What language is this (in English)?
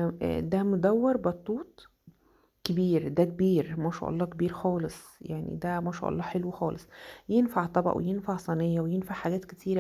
Egyptian Arabic